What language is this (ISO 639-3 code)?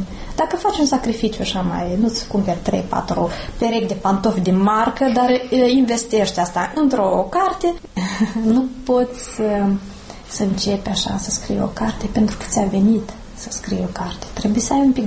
ron